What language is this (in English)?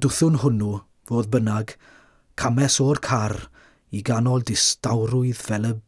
Welsh